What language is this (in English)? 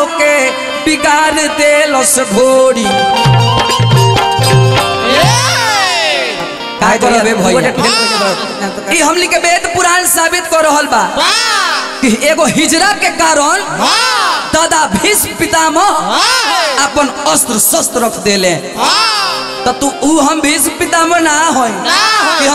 Bhojpuri